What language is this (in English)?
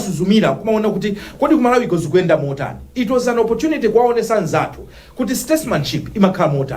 Nyanja